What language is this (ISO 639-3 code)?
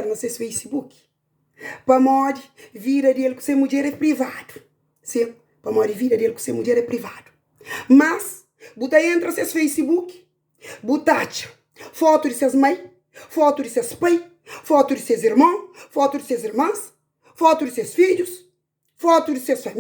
kea